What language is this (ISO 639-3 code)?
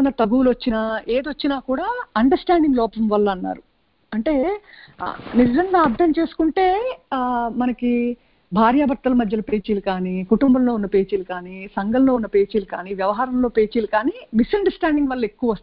tel